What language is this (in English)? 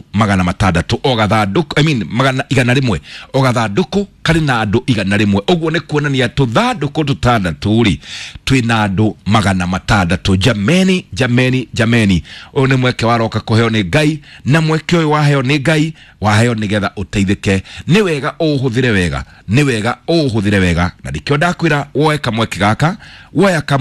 Kikuyu